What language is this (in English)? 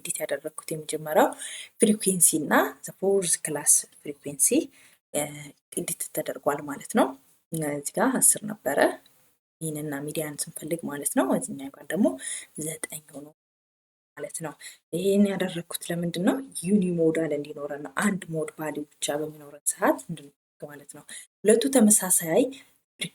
Amharic